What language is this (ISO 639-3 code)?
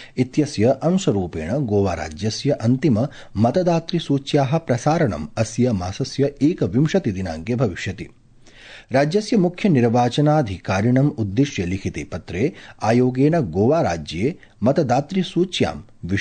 san